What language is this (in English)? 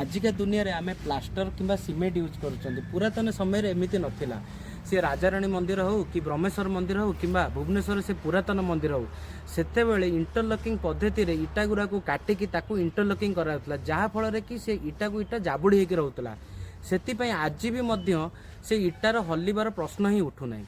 Odia